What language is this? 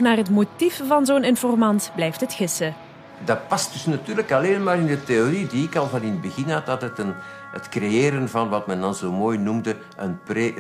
Dutch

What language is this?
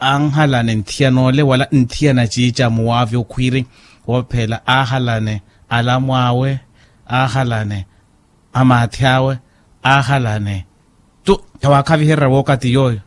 Makhuwa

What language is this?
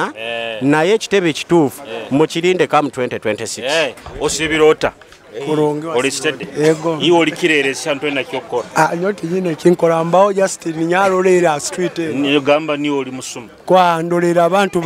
Nyoro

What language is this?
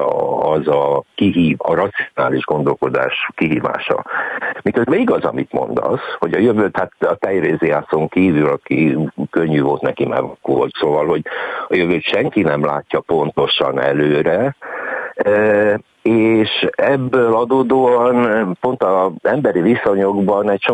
Hungarian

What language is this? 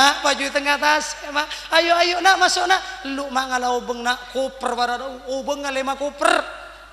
Madurese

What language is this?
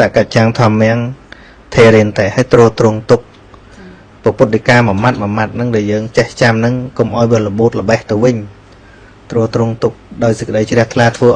Khmer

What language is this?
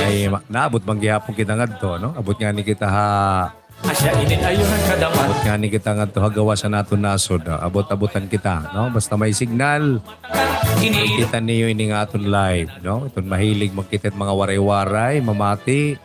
Waray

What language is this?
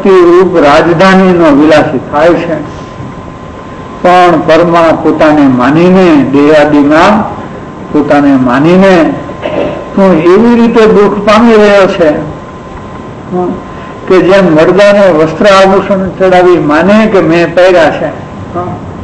Gujarati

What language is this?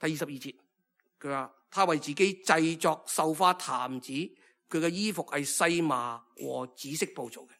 Cantonese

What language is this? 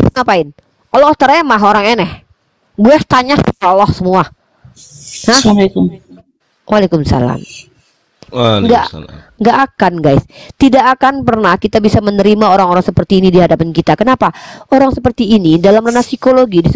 Indonesian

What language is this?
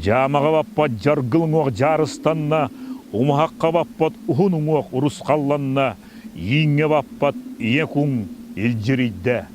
Yakut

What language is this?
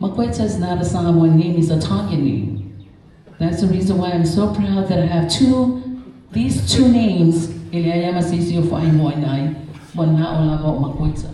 Samoan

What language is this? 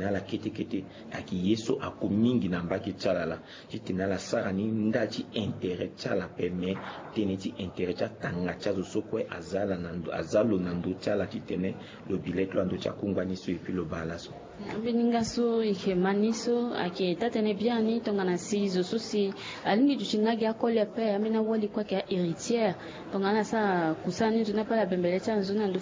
Sango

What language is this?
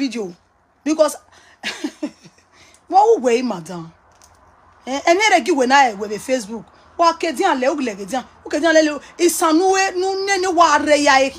Nigerian Pidgin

